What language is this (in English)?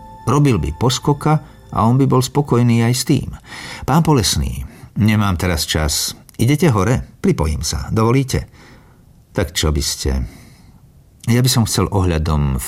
Slovak